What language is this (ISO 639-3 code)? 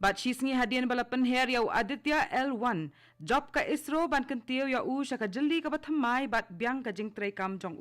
kha